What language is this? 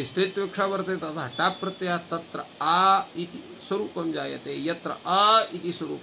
Sanskrit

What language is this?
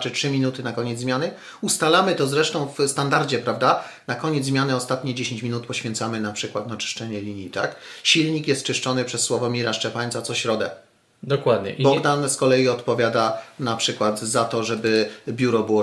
Polish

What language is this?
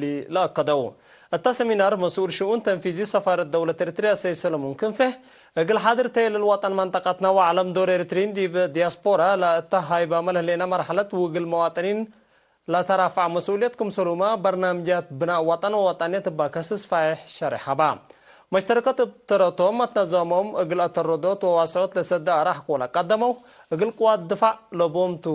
Tigre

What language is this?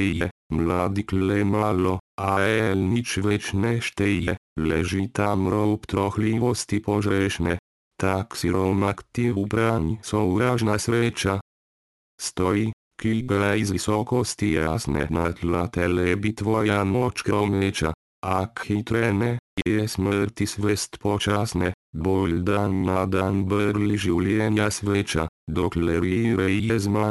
Slovenian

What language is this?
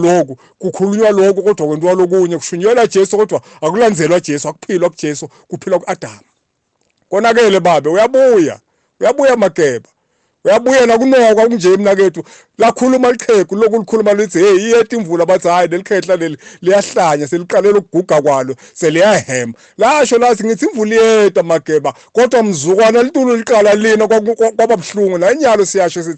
Zulu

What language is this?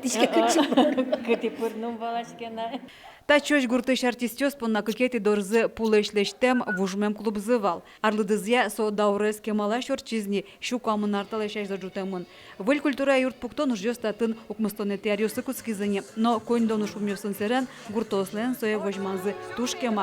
Udmurt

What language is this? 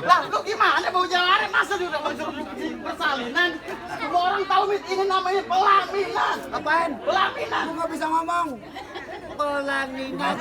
Betawi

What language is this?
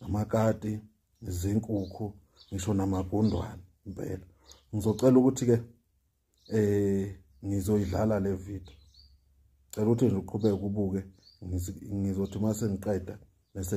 Zulu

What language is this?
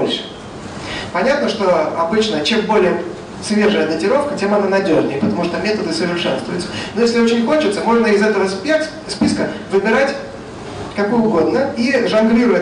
Russian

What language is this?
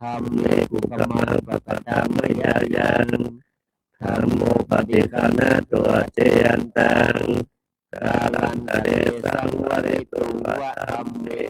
Pali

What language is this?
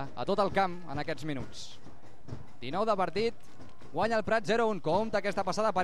Catalan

